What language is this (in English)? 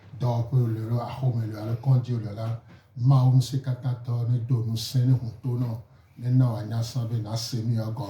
Gen